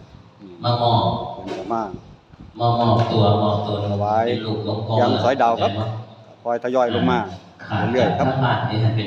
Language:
Northeastern Thai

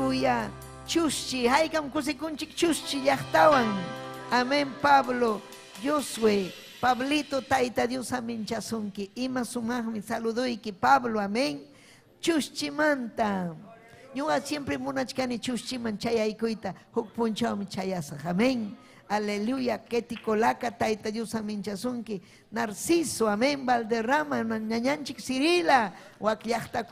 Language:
Ayacucho Quechua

